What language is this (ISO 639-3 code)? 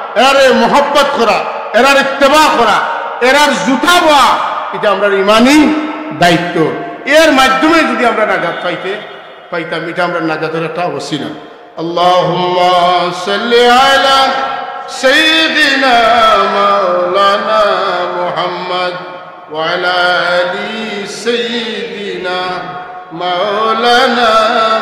syl